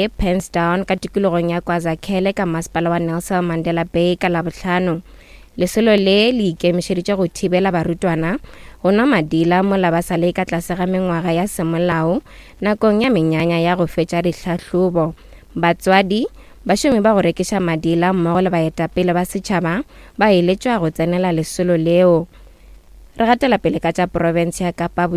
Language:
Northern Sotho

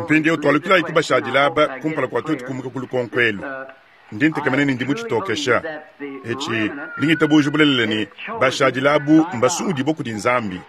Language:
Luba-Lulua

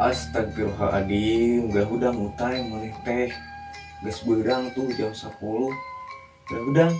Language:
Sundanese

